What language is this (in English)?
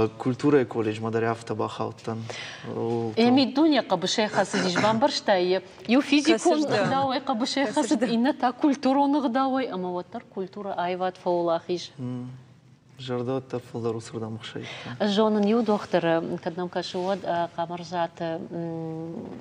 Ossetic